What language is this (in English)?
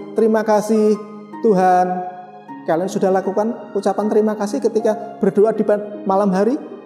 Indonesian